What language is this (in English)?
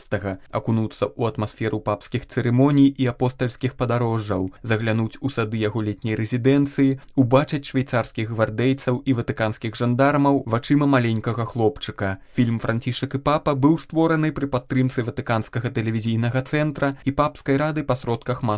Belarusian